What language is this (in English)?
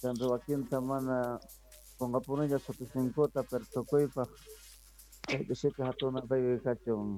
Quechua